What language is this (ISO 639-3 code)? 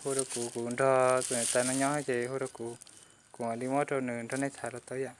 hmn